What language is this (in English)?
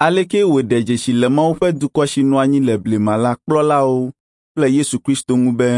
Ewe